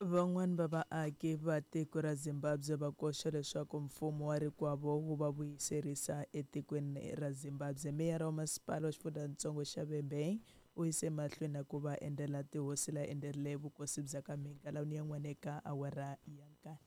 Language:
Tsonga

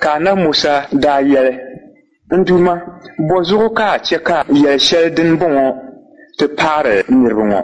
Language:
Dagbani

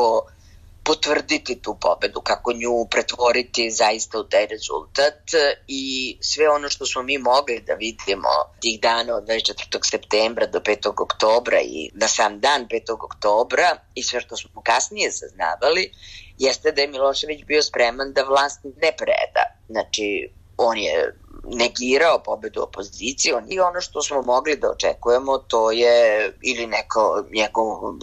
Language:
Serbian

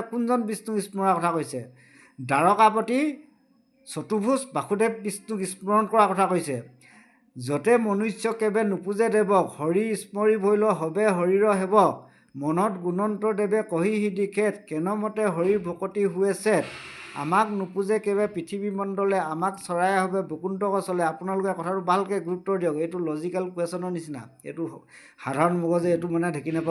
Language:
Assamese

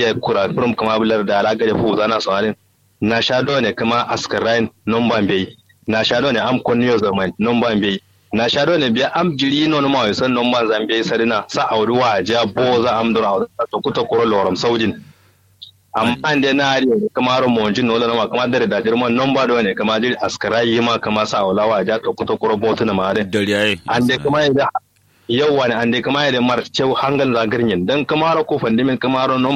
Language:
Kanuri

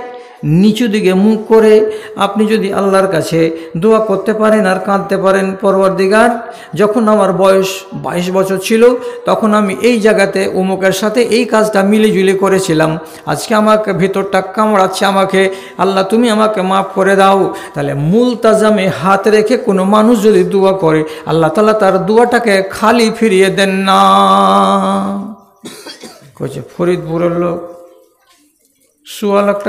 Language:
Bangla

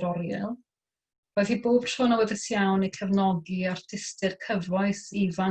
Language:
Welsh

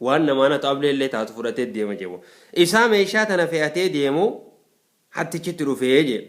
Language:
Oromo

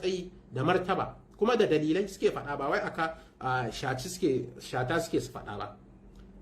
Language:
Hausa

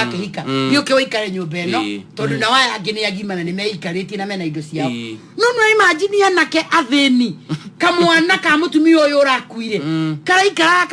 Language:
Kikuyu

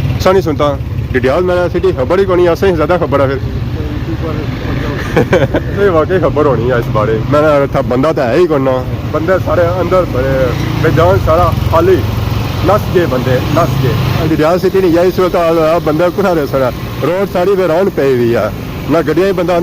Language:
Pahari-Potwari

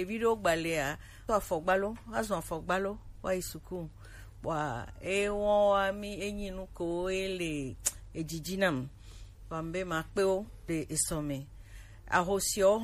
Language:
Gen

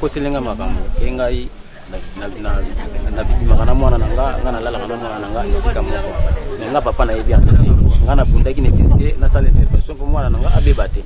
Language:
Lingala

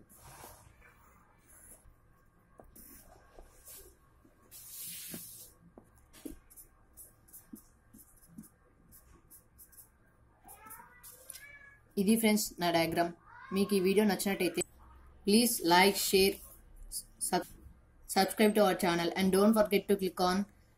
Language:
Telugu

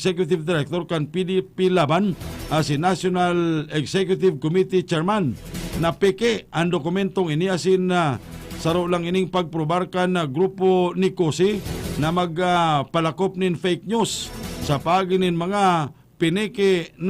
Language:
Bikol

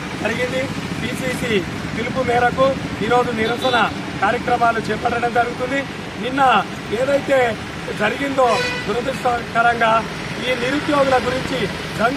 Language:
Telugu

